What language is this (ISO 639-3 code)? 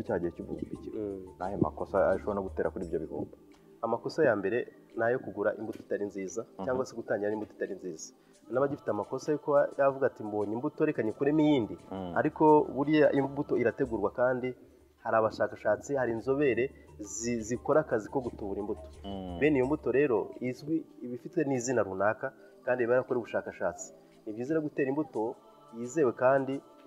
kin